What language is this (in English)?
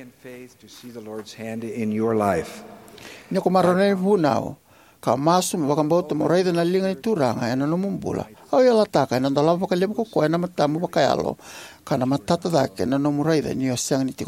Fijian